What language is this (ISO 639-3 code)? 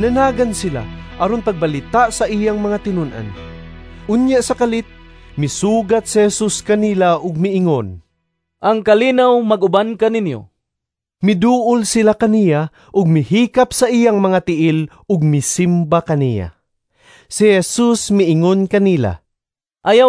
ceb